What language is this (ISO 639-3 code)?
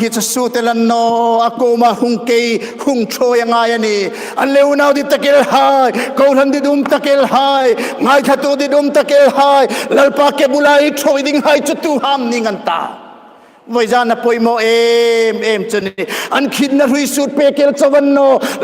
hmr